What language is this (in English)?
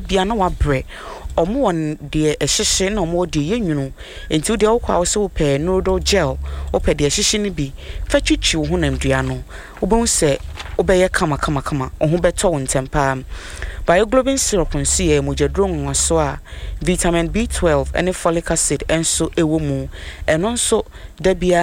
Akan